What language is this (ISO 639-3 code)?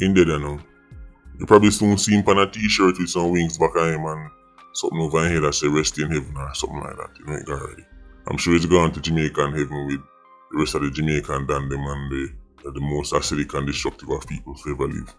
jam